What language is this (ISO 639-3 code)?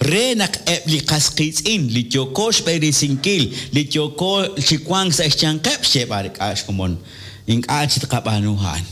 kek